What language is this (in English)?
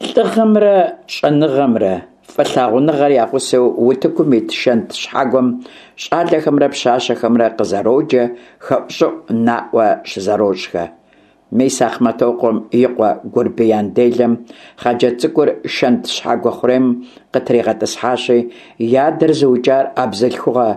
Kabardian